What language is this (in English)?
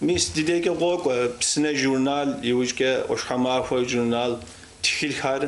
Kabardian